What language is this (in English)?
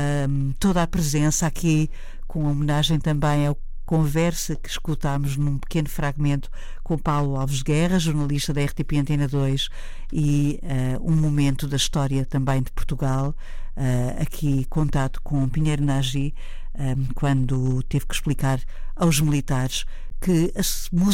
Portuguese